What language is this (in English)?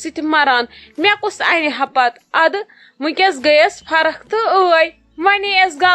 Kashmiri